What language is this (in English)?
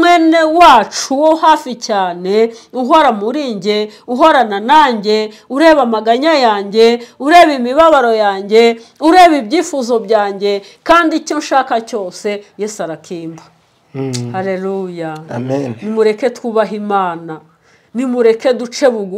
Kinyarwanda